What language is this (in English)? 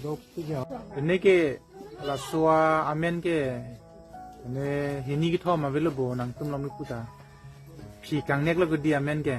Karbi